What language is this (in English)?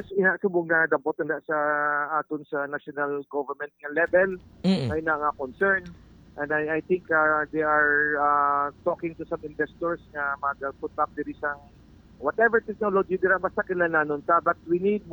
Hiligaynon